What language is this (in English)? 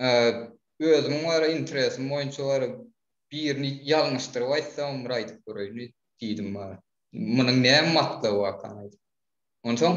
Turkmen